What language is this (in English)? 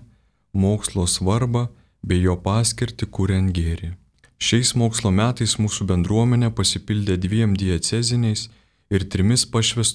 Lithuanian